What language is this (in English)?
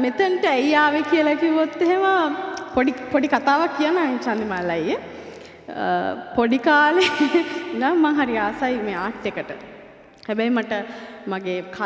Sinhala